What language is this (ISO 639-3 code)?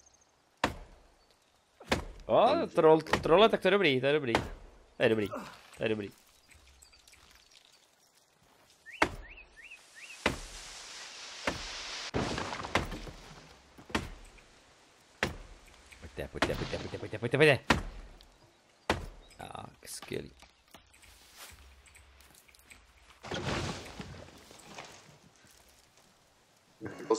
ces